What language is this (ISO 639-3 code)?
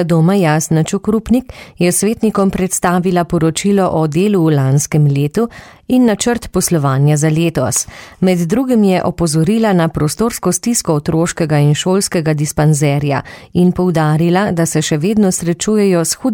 slv